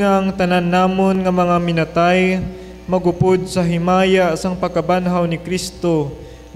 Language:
Hiligaynon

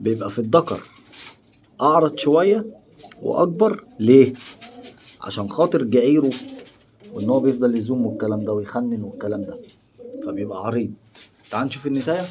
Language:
Egyptian Arabic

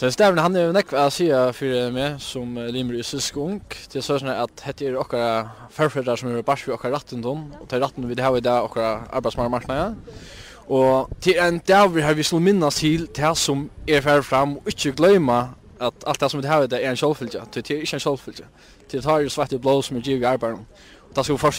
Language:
Faroese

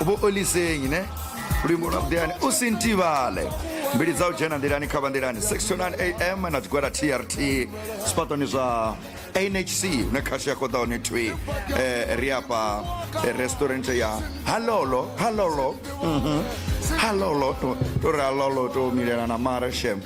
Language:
Venda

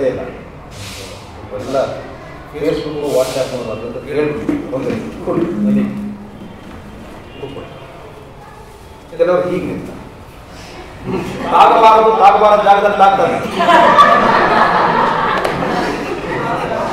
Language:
Kannada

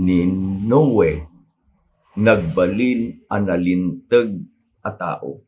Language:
Iloko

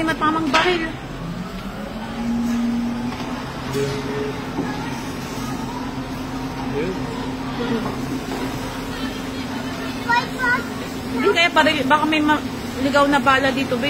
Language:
Filipino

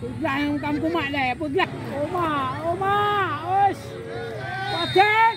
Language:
Achinese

